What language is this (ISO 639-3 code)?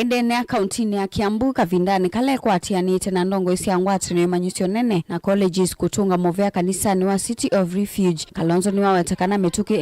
kam